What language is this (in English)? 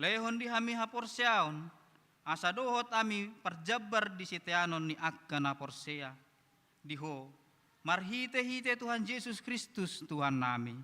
Batak Toba